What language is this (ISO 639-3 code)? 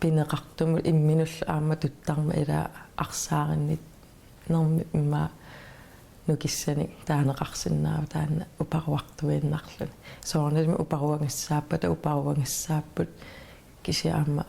kal